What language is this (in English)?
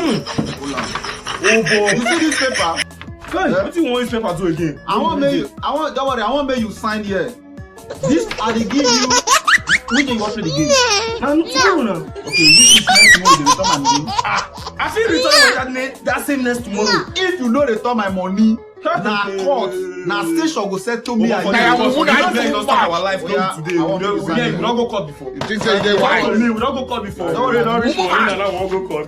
Nigerian Pidgin